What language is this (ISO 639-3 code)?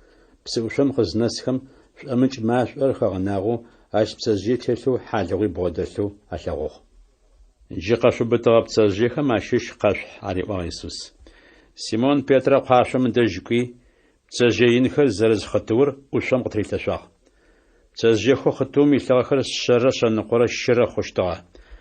ady